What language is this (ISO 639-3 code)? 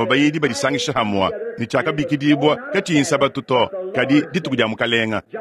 lua